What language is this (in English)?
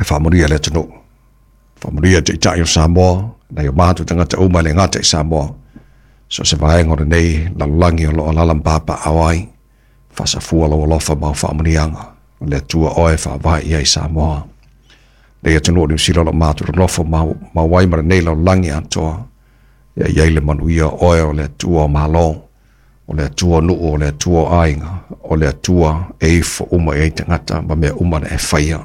Samoan